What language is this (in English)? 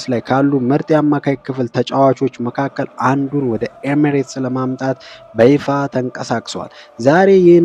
Amharic